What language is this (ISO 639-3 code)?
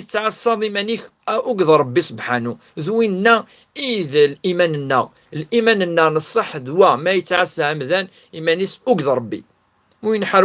kab